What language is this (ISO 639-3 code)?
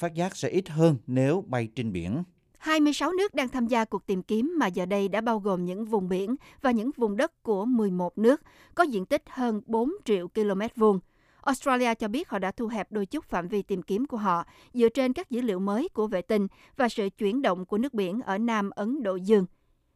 vie